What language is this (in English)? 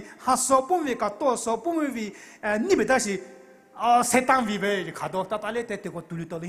Poumei Naga